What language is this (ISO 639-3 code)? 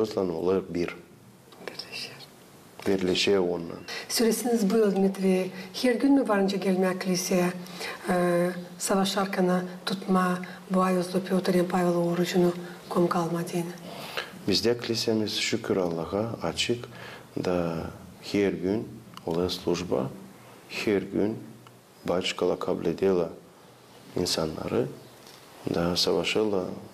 gag